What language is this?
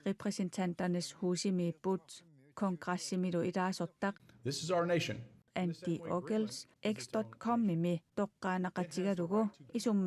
Kalaallisut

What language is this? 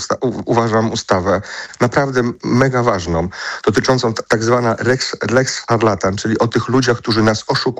Polish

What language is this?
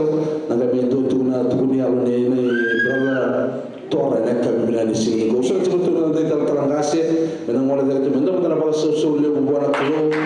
Fijian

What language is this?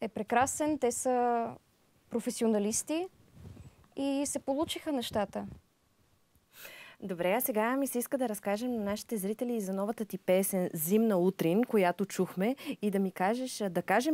Bulgarian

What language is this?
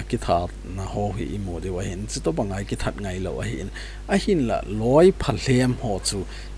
Thado Chin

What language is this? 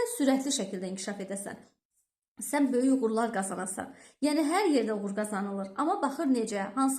Azerbaijani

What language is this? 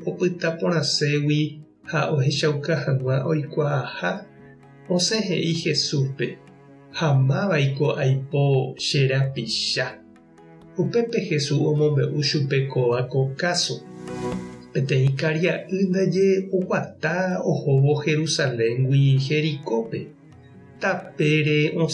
Guarani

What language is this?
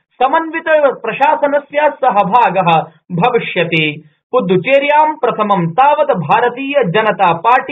Sanskrit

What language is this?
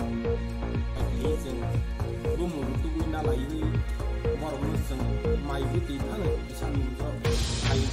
Kok Borok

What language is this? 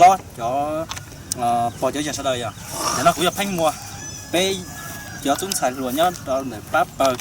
Hmong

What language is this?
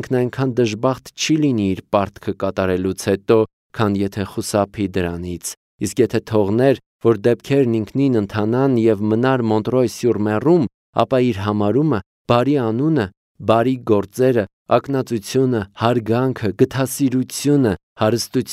Armenian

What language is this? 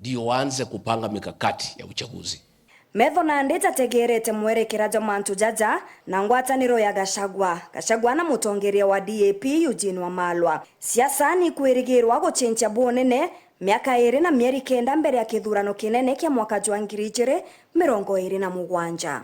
Meru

